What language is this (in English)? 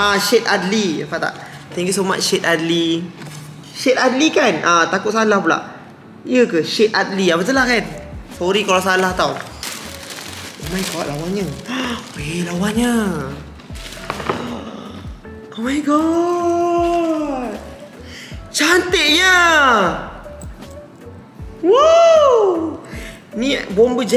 Malay